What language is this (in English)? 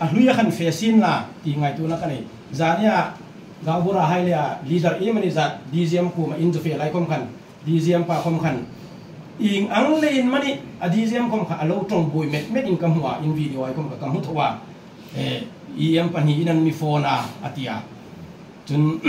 Hmar